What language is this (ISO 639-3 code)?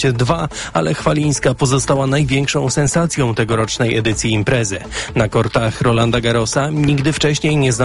pol